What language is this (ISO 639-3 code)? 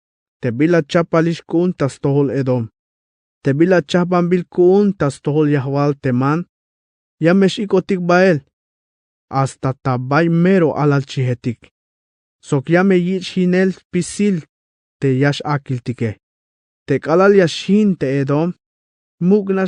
tzh